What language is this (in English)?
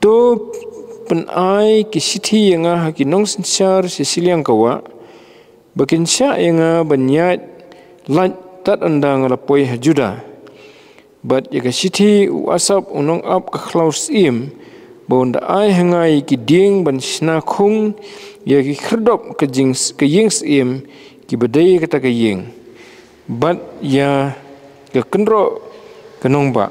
Khasi